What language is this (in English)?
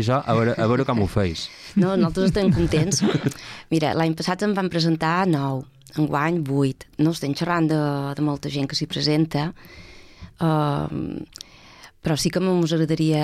Catalan